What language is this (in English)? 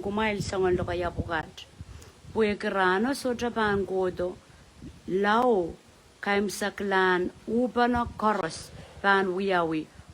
Pohnpeian